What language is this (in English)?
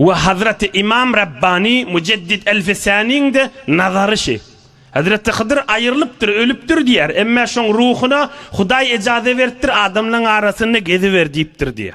Turkmen